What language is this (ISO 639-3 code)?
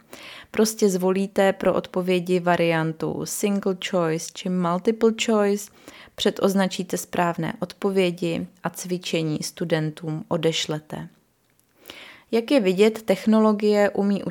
ces